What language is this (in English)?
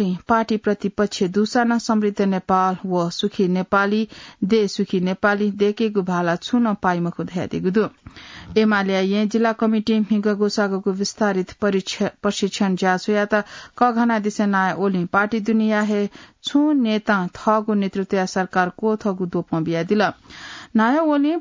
Newari